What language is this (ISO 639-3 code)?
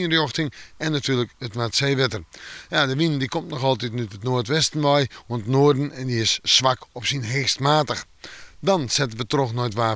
fry